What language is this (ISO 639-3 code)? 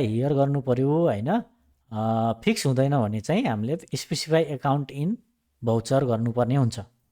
nep